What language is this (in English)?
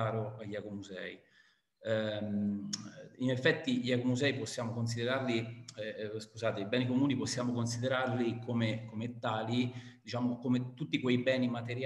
Italian